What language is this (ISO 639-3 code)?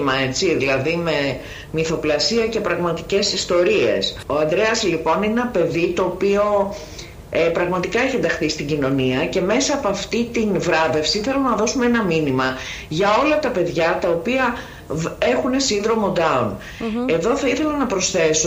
ell